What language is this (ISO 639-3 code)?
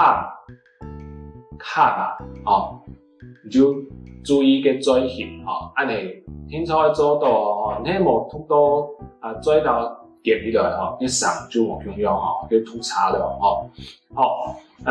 hak